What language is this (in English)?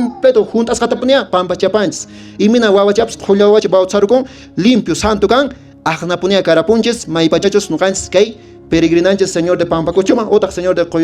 Quechua